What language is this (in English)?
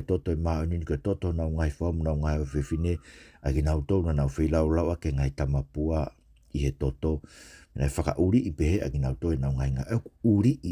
Tongan